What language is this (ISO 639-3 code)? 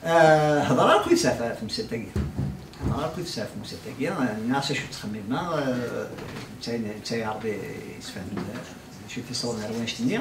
kab